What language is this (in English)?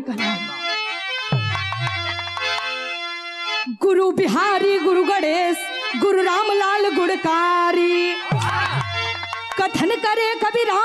Bhojpuri